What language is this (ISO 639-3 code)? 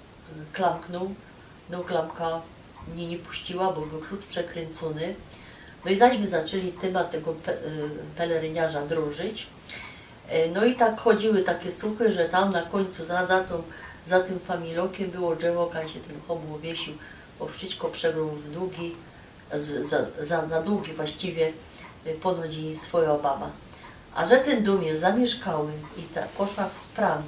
szl